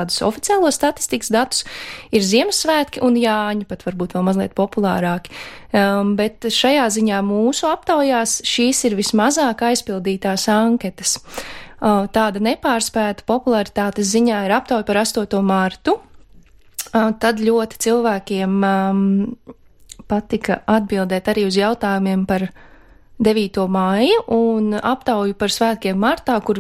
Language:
Latvian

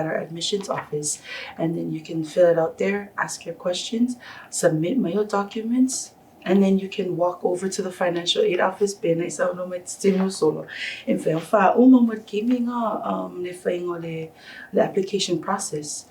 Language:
Samoan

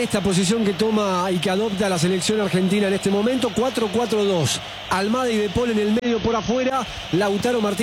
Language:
Spanish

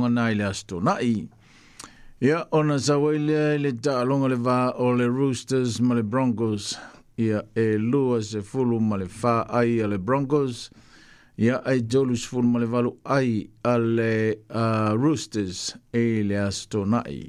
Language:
Samoan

